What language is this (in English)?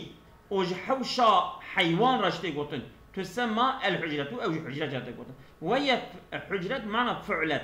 Kurdish